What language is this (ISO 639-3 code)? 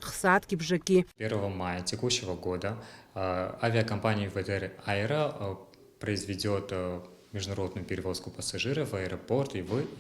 abk